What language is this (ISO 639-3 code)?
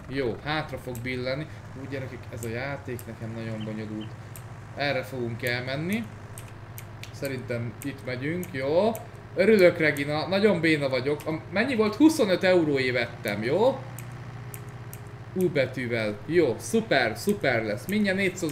hun